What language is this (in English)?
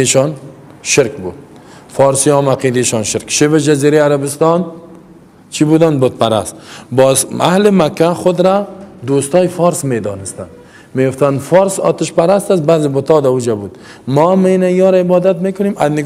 Persian